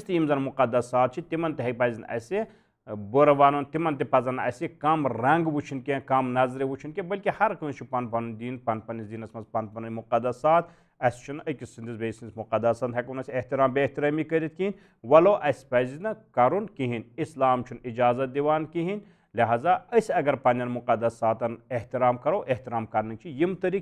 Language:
Kashmiri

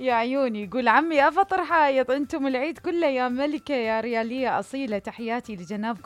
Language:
Mesopotamian Arabic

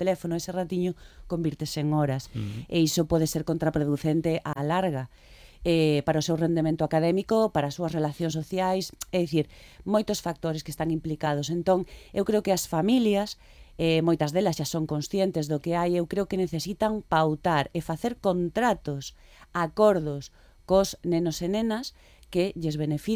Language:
Galician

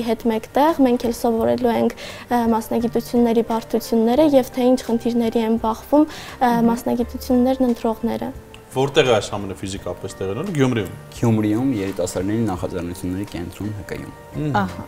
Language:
Armenian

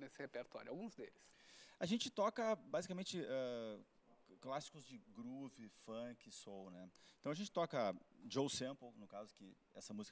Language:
Portuguese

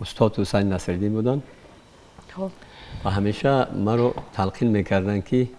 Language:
Tajik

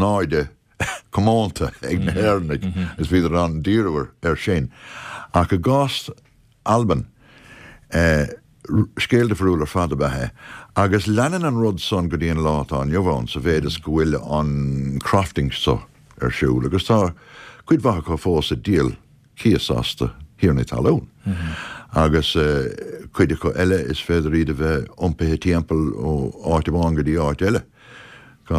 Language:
Irish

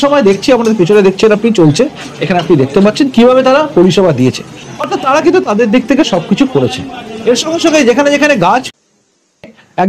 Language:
Bangla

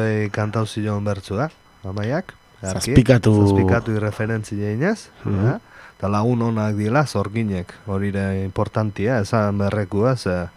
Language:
Basque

